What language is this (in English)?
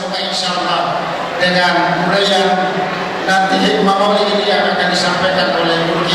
Buginese